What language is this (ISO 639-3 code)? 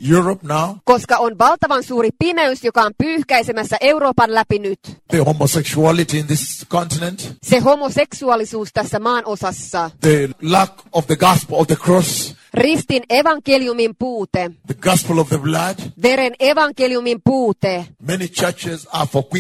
fin